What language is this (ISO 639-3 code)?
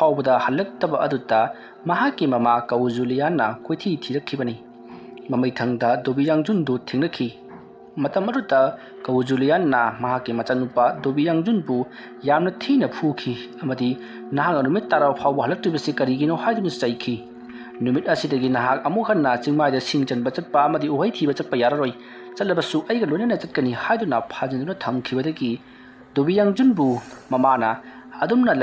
mni